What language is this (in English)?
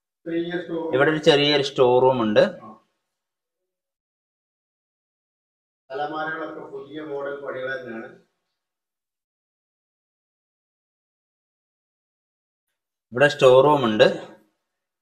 Malayalam